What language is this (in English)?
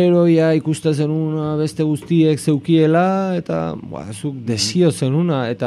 Basque